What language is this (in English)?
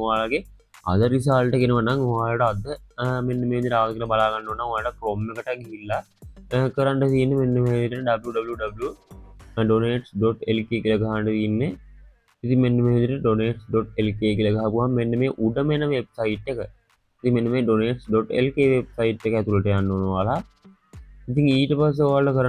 Sinhala